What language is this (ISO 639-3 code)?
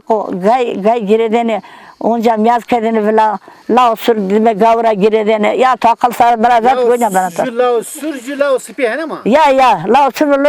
zza